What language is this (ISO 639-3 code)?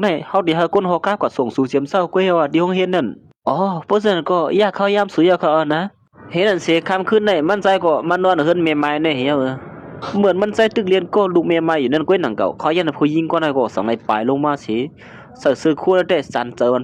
shn